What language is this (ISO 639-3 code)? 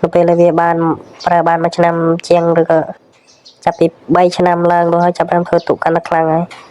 khm